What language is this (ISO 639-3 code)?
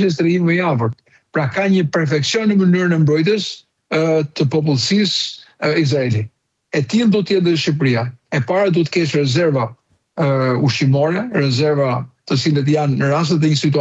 sqi